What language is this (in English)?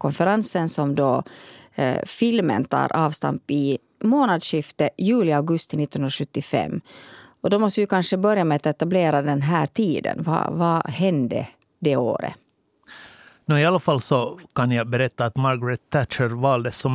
Swedish